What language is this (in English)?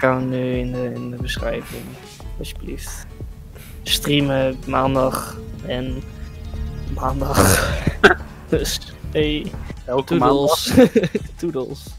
Dutch